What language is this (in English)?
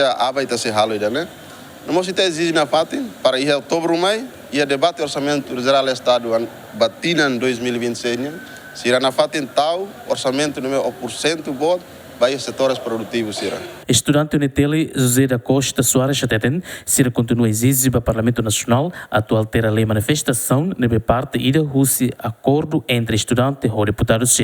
Tetum